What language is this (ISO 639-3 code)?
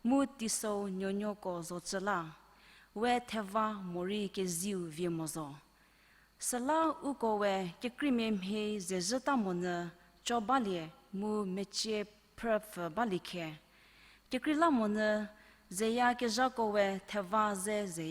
njm